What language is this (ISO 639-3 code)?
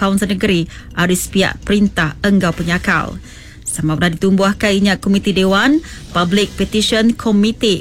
iba